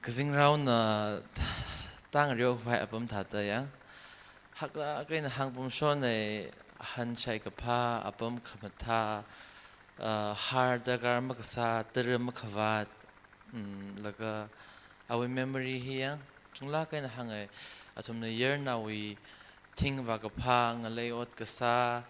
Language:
Tangkhul Naga (India)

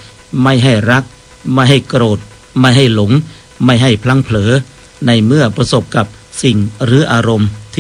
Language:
Thai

